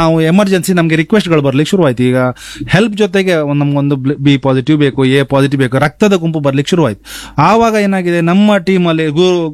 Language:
Kannada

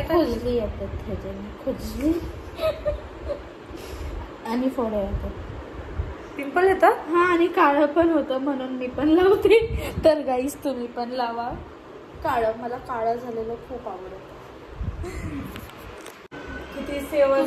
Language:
Marathi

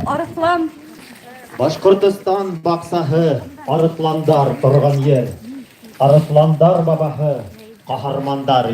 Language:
Bashkir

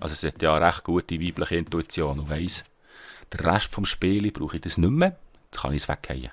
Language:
Swiss German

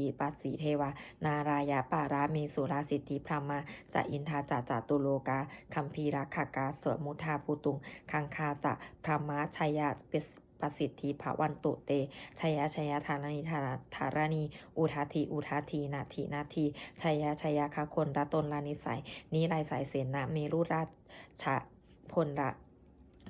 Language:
Pali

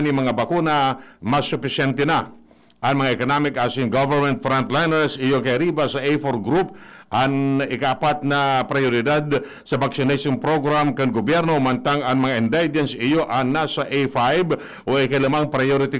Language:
Bikol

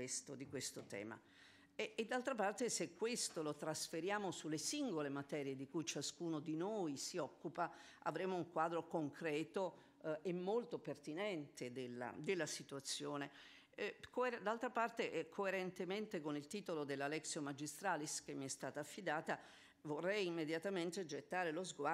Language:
Italian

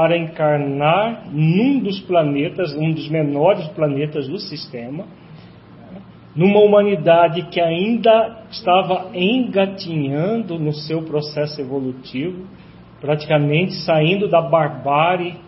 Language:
Portuguese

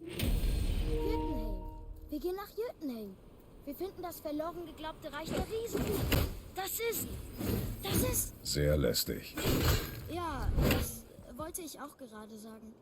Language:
Bavarian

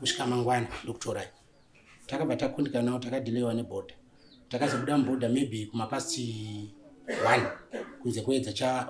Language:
Shona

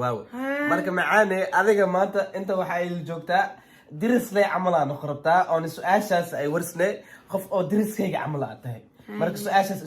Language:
Somali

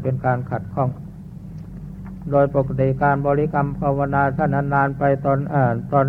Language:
Thai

